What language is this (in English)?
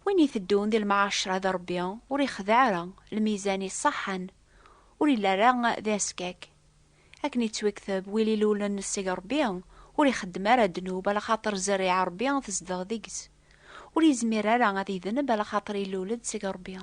Kabyle